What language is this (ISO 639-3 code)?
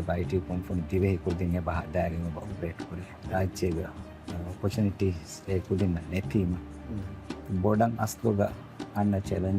div